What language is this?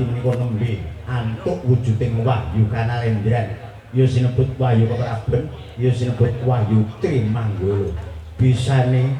Javanese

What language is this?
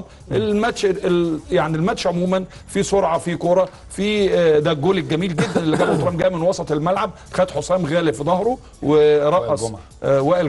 Egyptian Arabic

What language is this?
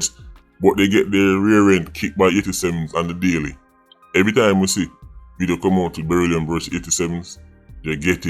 Jamaican Creole English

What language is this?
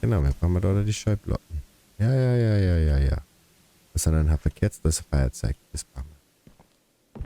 Bavarian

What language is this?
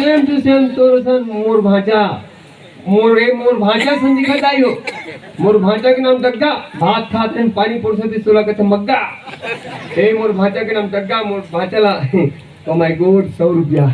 Chhattisgarhi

